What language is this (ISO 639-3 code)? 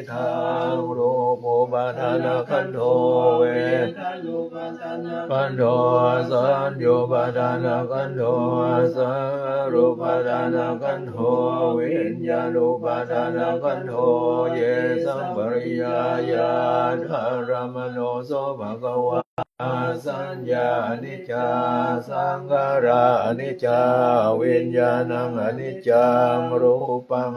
pli